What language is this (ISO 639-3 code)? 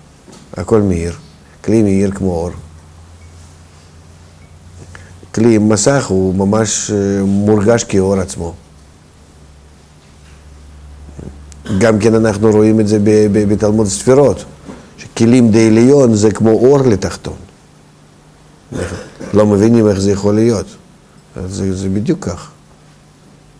heb